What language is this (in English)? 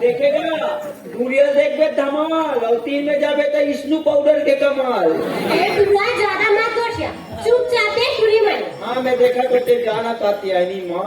Chhattisgarhi